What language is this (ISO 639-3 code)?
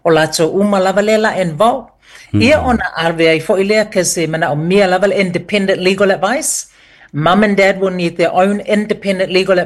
smo